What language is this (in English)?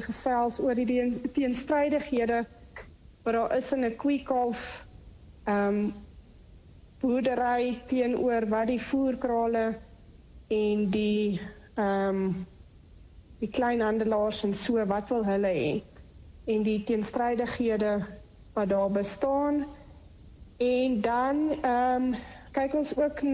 Afrikaans